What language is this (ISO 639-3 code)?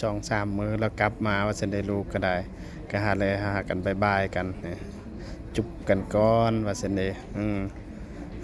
lao